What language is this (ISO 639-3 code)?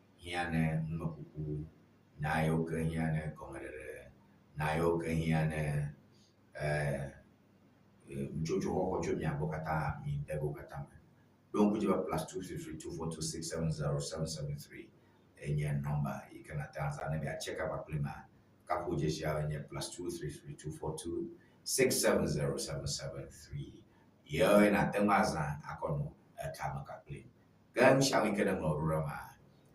ewe